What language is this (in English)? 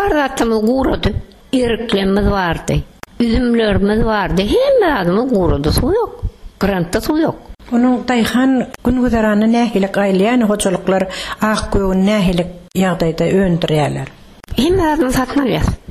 Turkmen